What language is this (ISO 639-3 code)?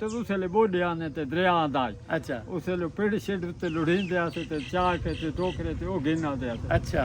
skr